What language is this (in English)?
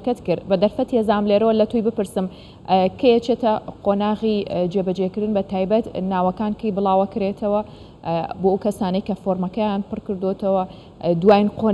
Central Kurdish